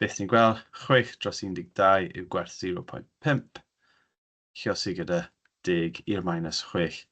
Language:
Welsh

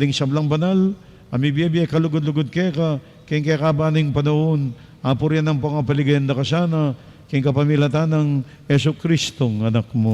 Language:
Pampanga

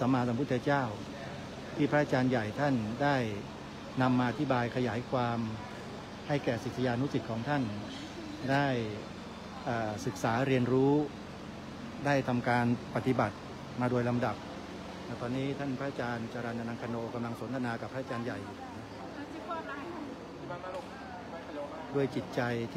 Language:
Thai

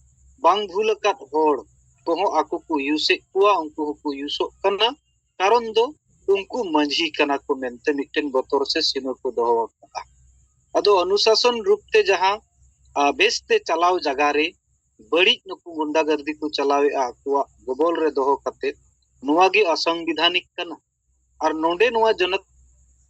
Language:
Santali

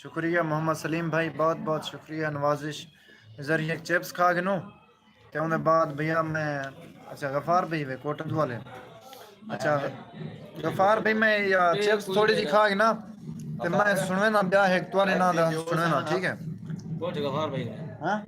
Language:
Saraiki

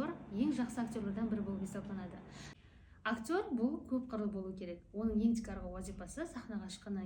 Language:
Kara-Kalpak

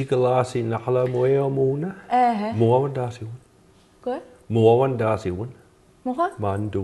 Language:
Mi'kmaw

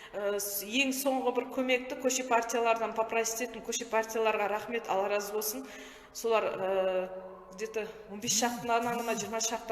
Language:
Kazakh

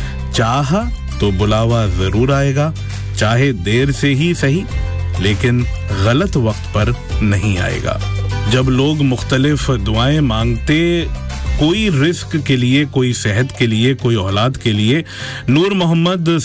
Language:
Urdu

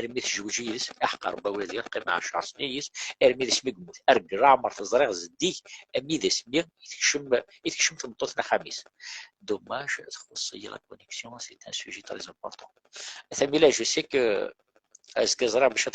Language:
Kabyle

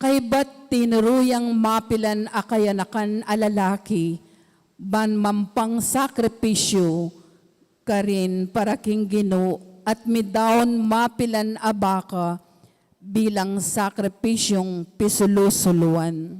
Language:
Pampanga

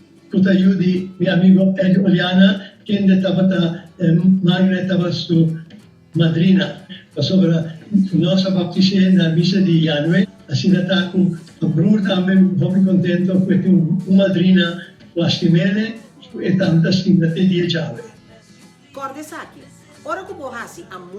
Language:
Papiamento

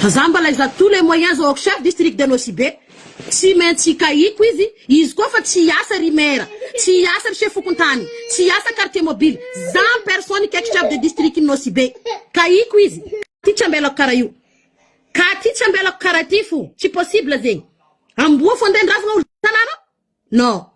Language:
Malagasy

